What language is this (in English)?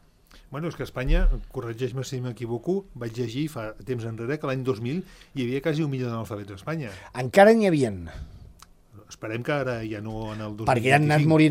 Catalan